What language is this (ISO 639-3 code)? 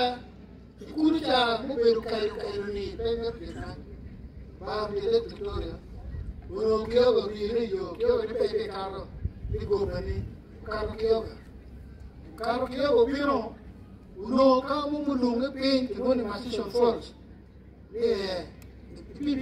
ach